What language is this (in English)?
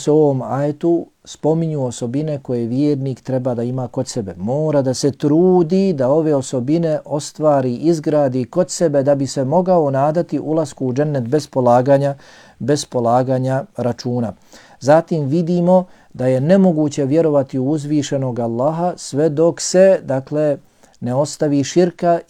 Bosnian